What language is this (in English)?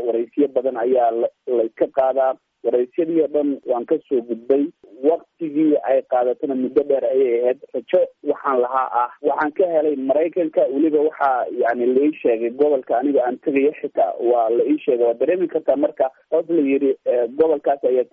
Somali